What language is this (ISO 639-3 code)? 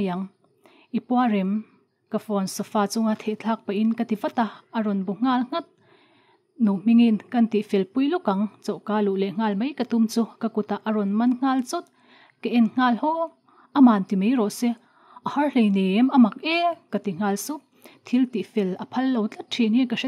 lus